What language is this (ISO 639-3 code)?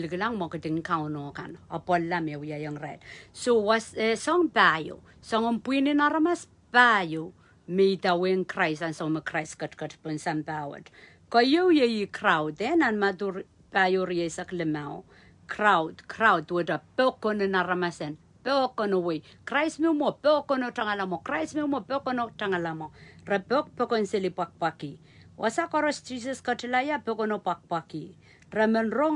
pon